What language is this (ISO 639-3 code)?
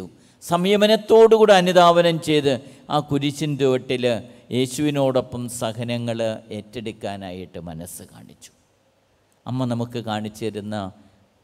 mal